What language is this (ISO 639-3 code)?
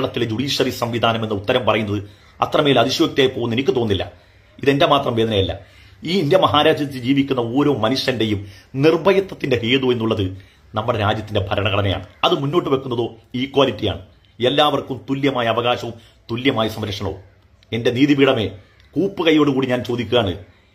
mal